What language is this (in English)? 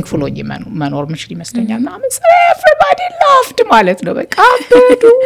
Amharic